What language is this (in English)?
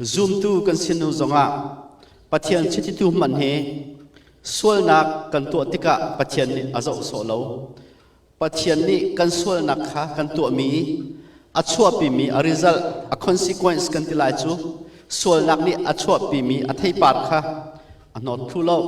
Hakha Chin